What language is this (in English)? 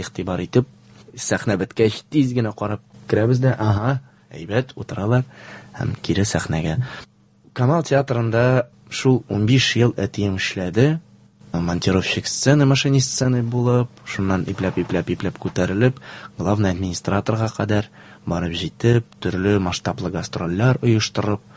Tatar